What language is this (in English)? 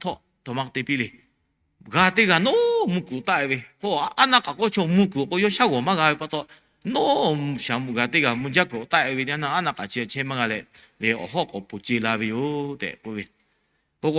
Lahu